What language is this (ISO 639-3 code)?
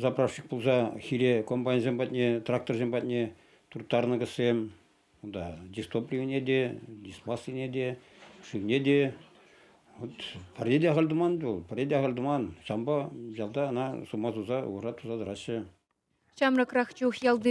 chv